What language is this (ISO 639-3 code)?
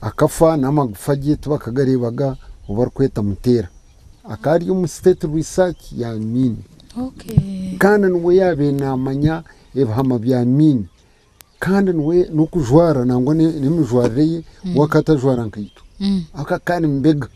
nyn